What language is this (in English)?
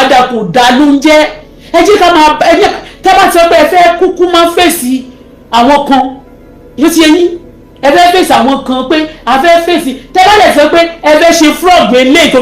Yoruba